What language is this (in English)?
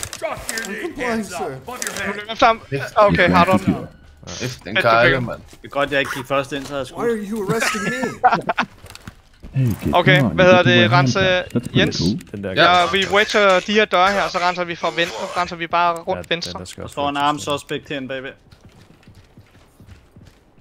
Danish